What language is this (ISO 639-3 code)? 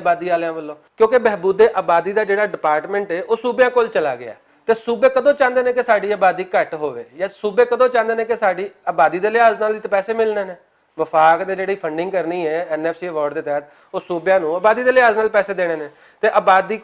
lah